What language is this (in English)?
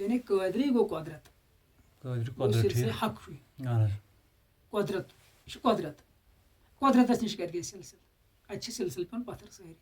Kashmiri